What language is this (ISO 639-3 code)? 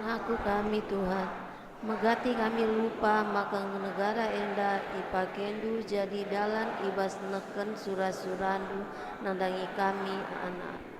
btx